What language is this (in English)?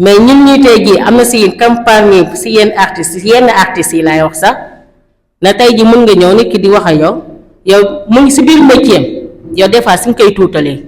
Wolof